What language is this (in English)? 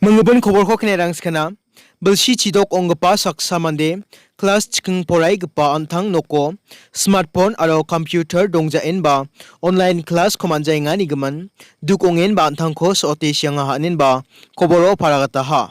Garo